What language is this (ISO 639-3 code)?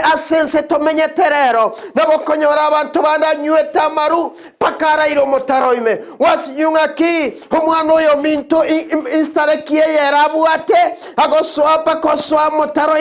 guz